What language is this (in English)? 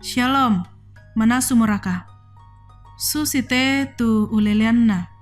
Toraja-Sa'dan